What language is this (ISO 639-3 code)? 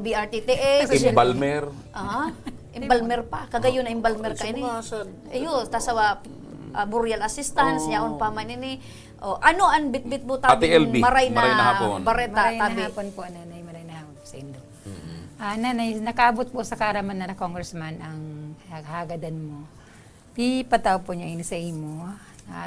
bik